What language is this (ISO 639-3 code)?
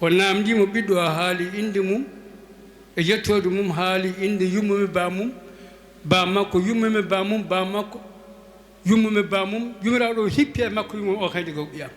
ful